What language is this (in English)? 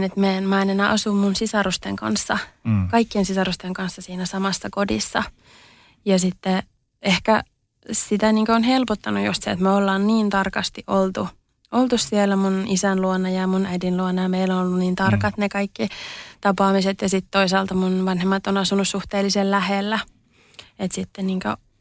Finnish